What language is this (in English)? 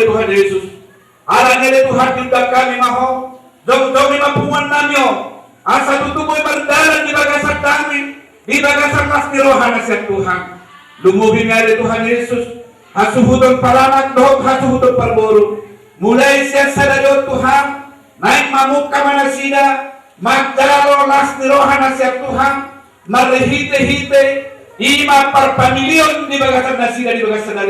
Batak Toba